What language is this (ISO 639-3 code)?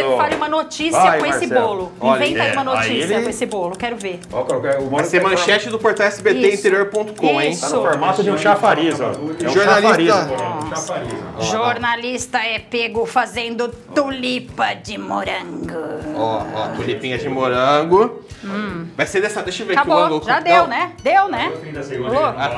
por